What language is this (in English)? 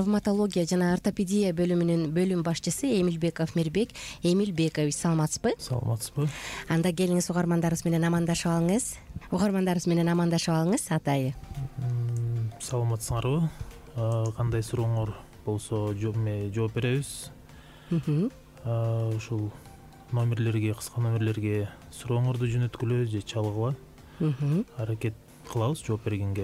Kyrgyz